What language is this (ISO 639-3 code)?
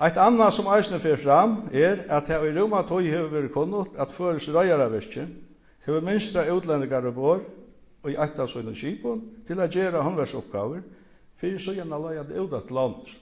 fao